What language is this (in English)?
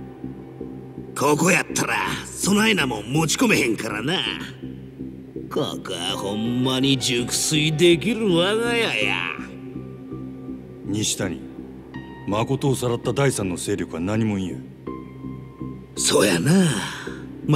Japanese